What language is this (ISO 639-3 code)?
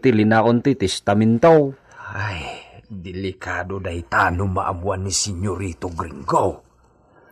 ilo